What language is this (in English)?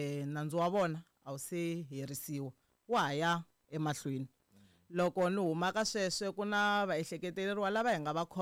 Tsonga